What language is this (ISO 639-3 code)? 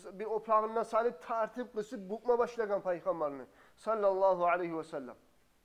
kum